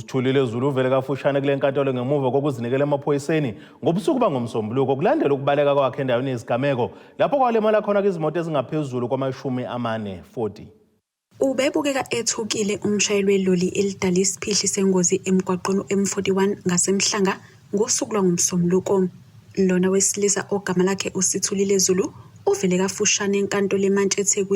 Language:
Zulu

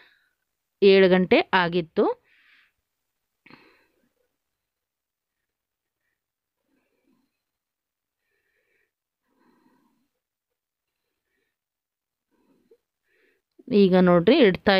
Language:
Kannada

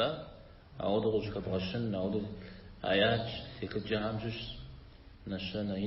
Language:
Kabardian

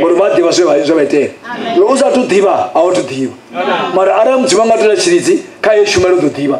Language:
Venda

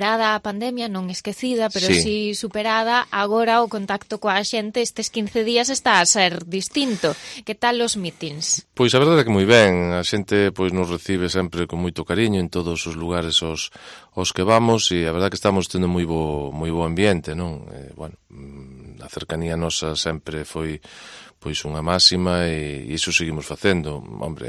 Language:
Galician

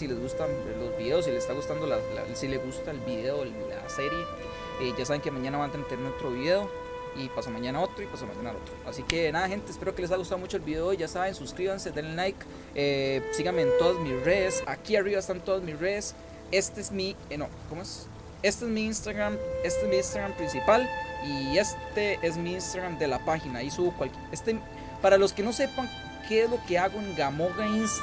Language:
Spanish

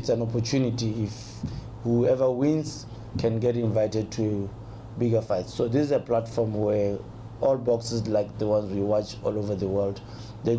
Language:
Tswana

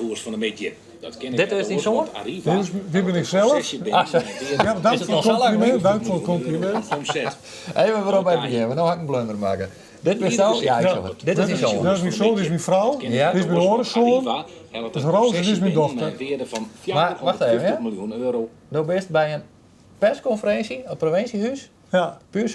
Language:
Western Frisian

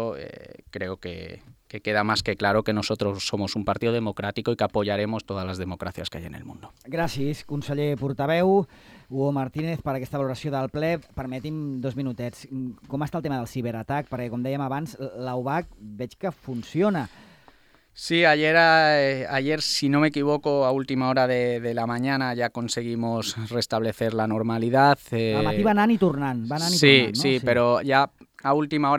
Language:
Catalan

